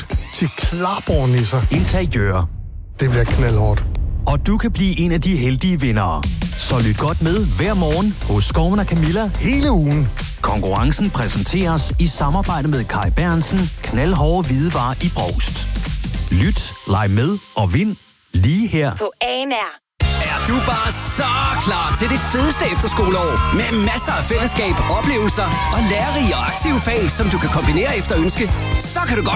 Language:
Danish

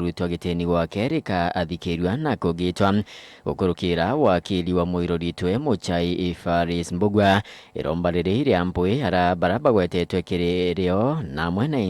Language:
Meru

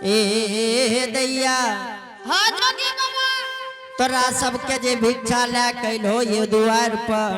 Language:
Angika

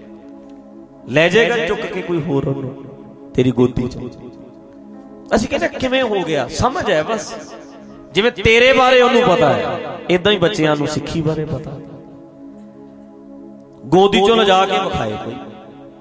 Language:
Punjabi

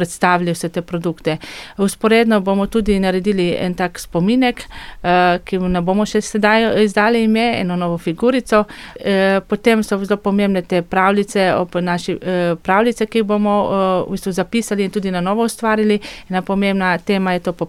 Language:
Slovenian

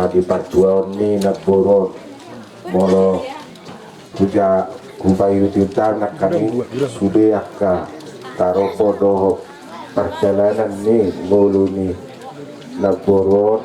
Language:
Batak Toba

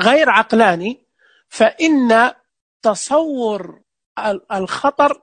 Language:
Najdi Arabic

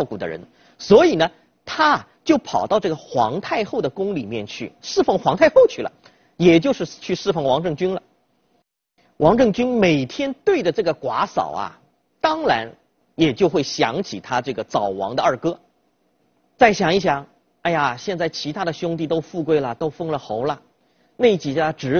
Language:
Chinese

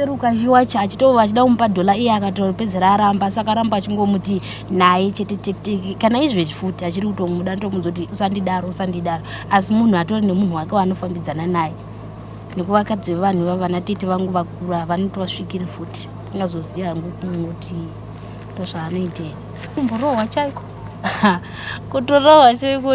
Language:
Shona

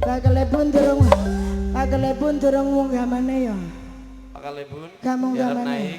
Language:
Madurese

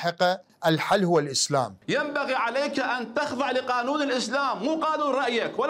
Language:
Mesopotamian Arabic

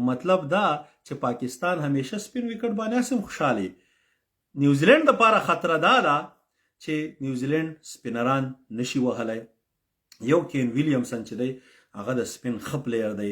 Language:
Pashto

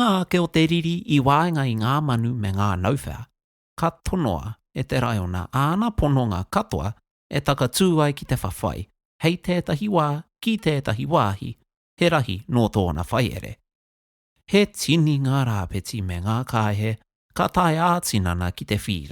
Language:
Māori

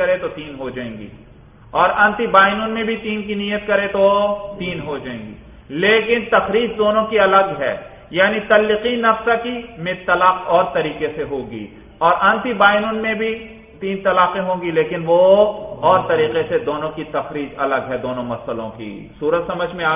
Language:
Urdu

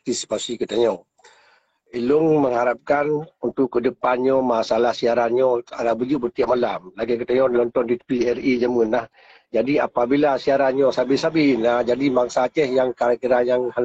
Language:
Achinese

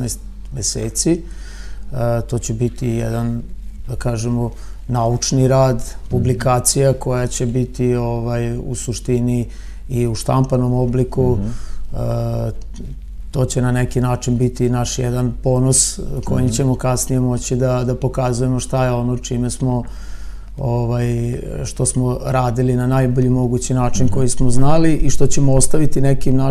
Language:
Serbian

